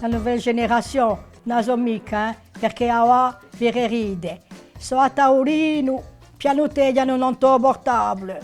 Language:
Corsican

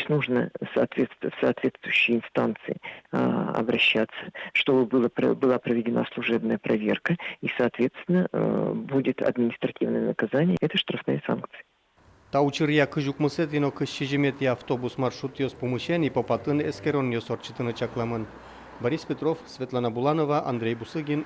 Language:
Udmurt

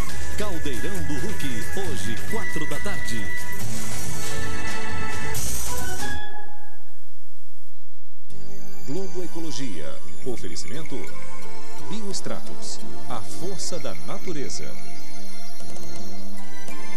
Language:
Portuguese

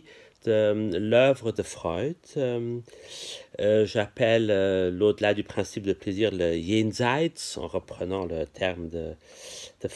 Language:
French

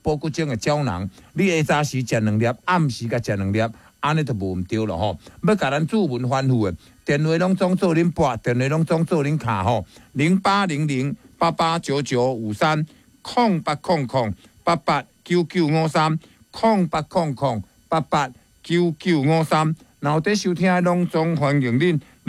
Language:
Min Nan Chinese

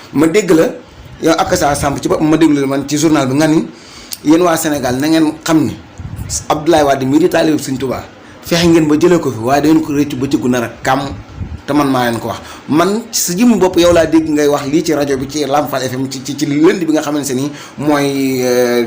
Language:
Wolof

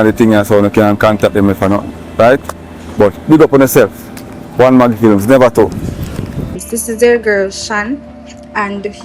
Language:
Jamaican Creole English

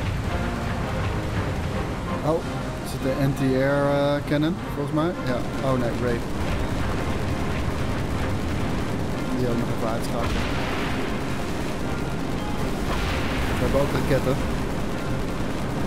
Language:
Dutch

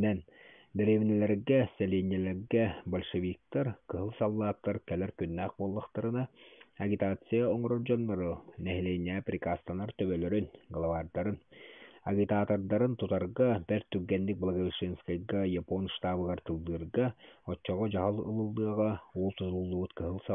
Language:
Yakut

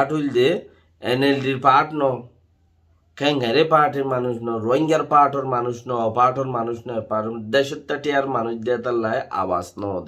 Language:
Rohingya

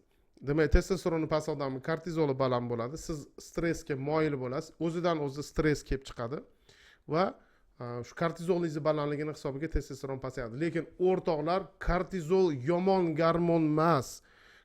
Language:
Uzbek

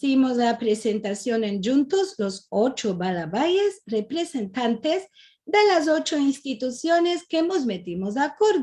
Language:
Ladino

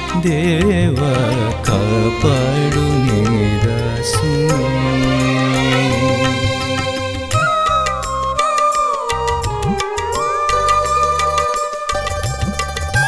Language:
Telugu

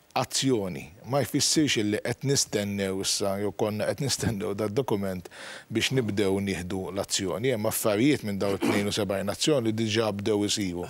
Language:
Maltese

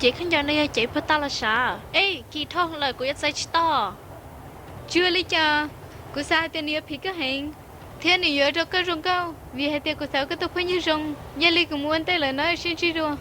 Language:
Hmong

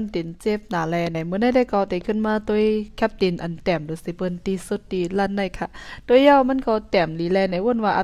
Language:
Shan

